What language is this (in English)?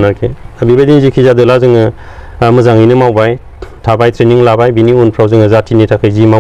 Bodo